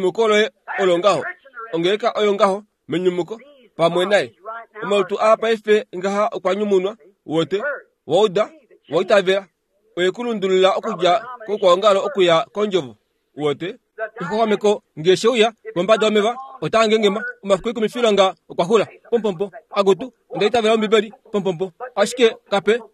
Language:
Kuanyama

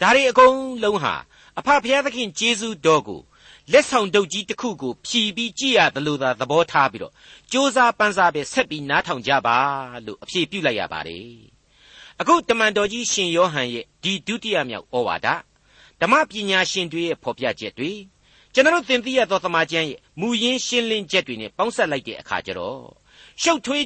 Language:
Burmese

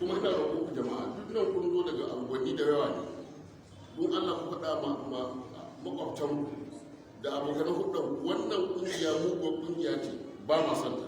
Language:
Hausa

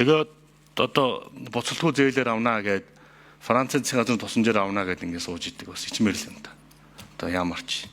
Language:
Mongolian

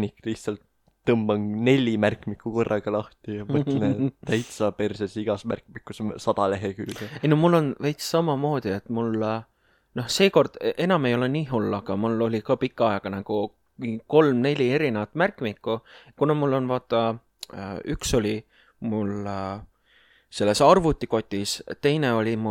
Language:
Estonian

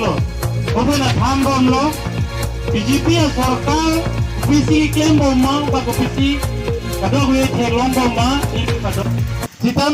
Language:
Karbi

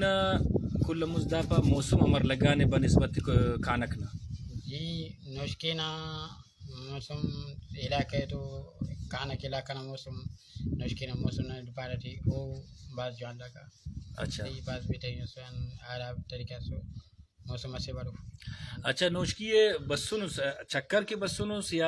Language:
Brahui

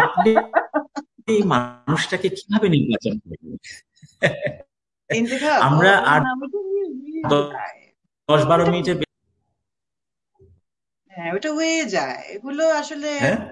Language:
Bangla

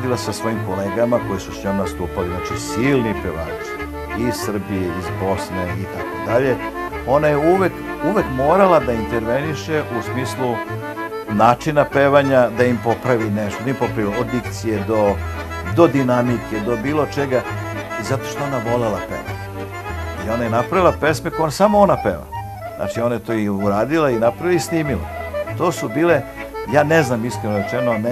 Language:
Serbian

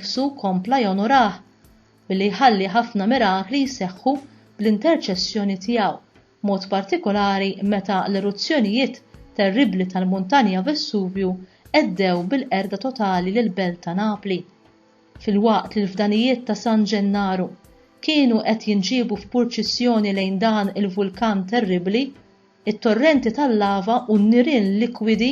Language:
Maltese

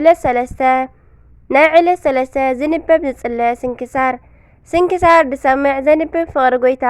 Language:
Tigrinya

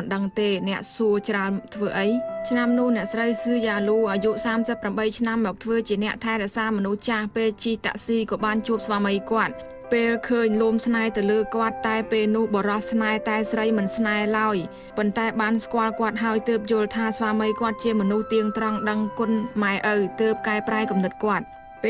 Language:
Khmer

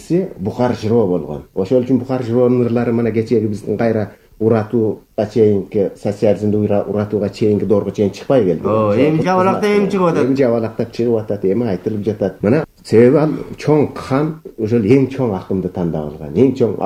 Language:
Kyrgyz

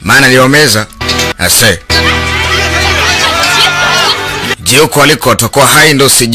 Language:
Swahili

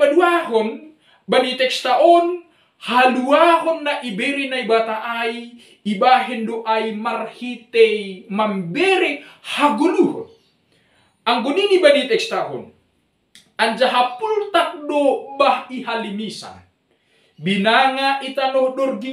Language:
Batak Simalungun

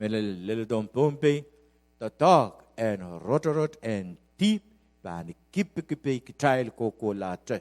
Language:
Pohnpeian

